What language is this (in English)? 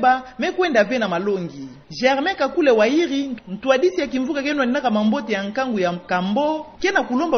Kituba (Democratic Republic of Congo)